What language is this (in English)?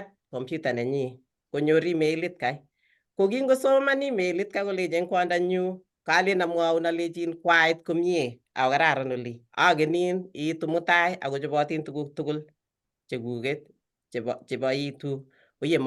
Kalenjin